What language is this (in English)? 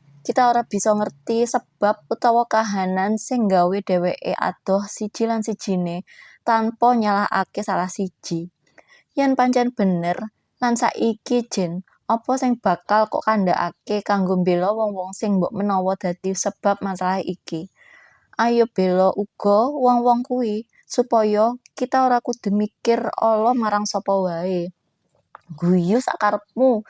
Javanese